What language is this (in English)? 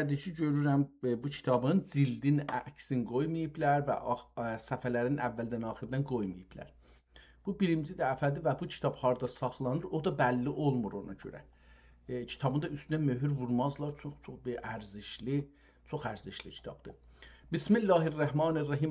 South Azerbaijani